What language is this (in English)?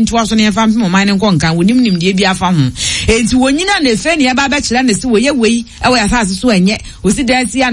Akan